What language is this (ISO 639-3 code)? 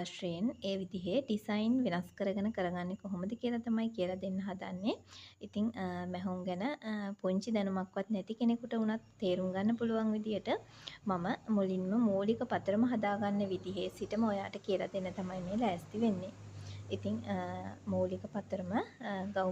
sin